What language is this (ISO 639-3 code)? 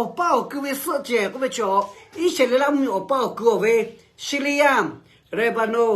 lhu